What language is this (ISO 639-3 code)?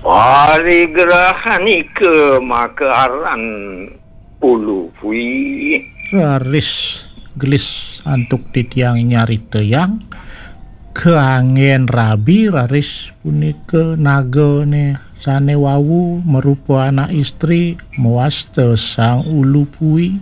ban